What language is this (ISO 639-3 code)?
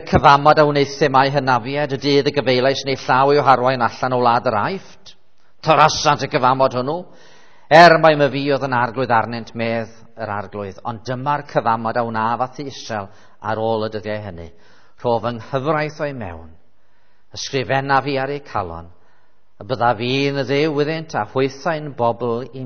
cym